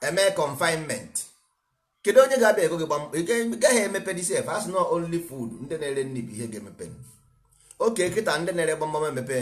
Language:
Igbo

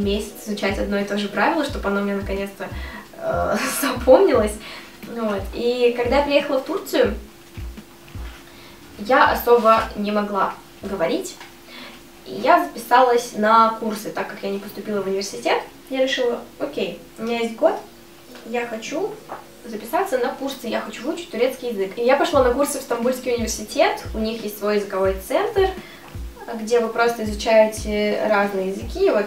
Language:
Russian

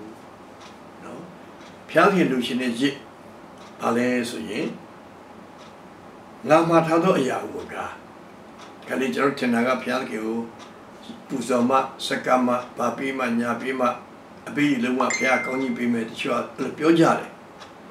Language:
Burmese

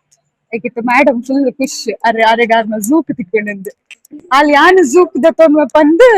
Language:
Tulu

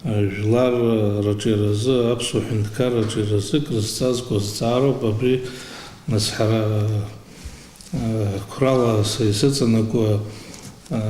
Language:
Abkhazian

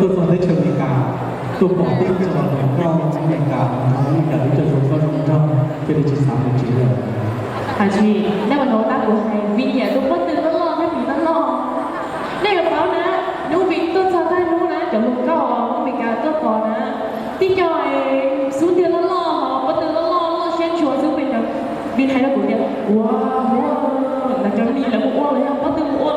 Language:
Hmong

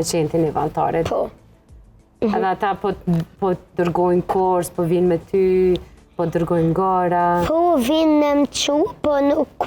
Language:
Albanian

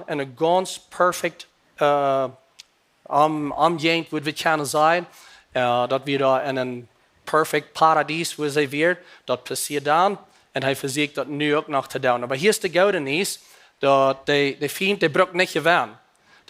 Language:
Plautdietsch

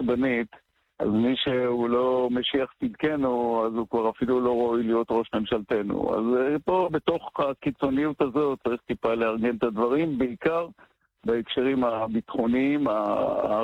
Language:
Hebrew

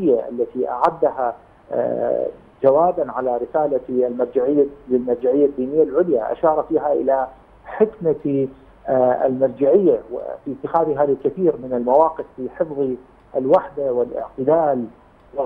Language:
Arabic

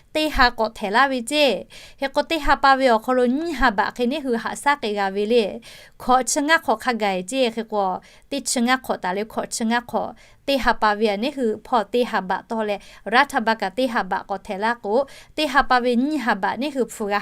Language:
Lahu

